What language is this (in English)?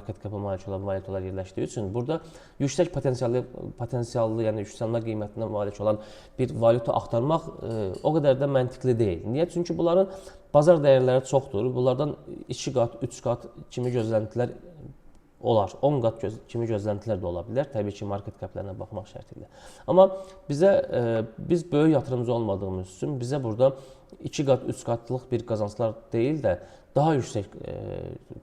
Azerbaijani